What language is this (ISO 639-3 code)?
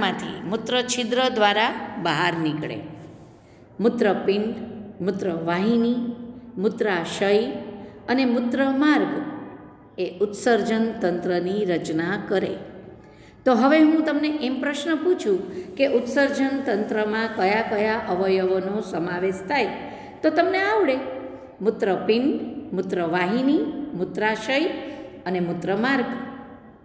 guj